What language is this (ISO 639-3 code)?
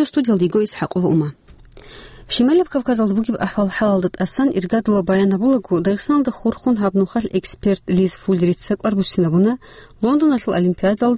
ava